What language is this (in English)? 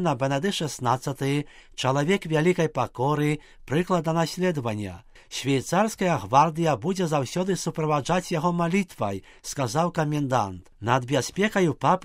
Belarusian